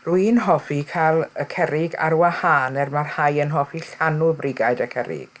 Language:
Welsh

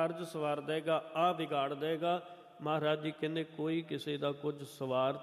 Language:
Punjabi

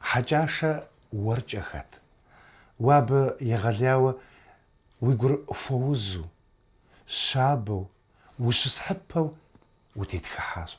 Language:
Kabardian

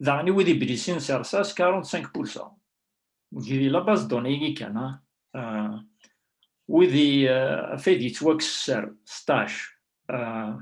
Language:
Kabyle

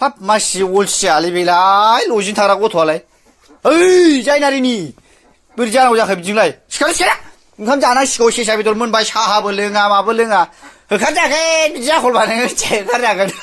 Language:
Bodo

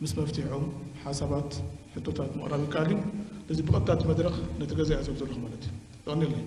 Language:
Tigrinya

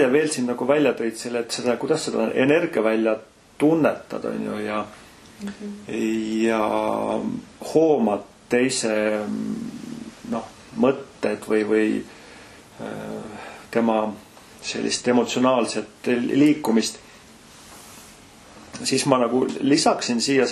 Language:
Estonian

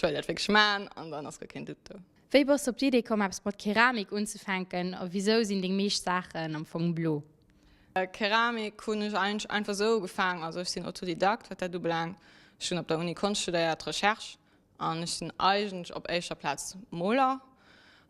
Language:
Luxembourgish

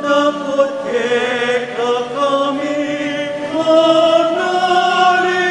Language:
Pampanga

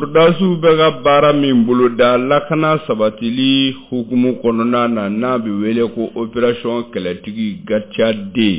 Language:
Bambara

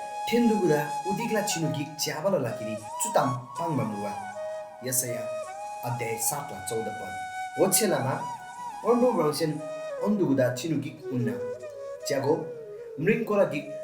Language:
Eastern Tamang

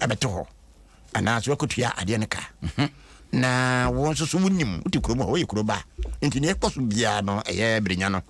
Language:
Akan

